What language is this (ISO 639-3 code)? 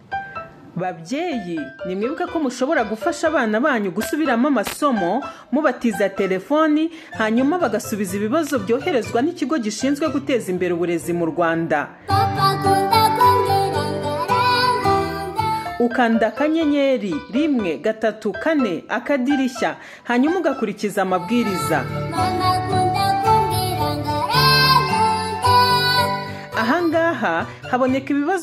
kin